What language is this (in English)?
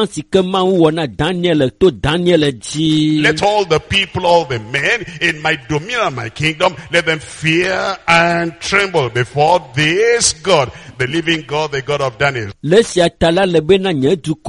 Ewe